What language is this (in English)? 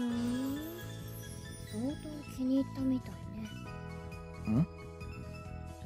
Japanese